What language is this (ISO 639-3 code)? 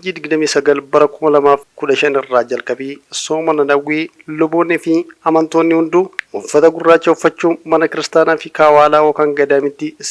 orm